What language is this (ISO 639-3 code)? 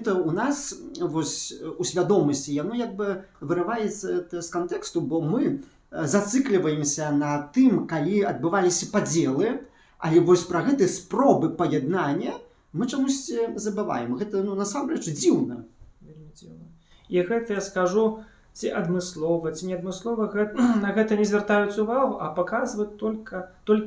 bel